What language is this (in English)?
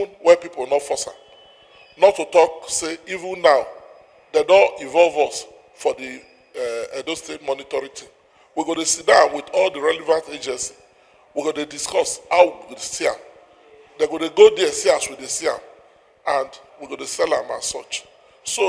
Nigerian Pidgin